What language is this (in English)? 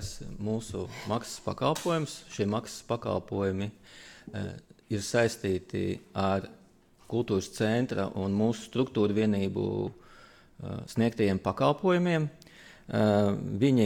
Latvian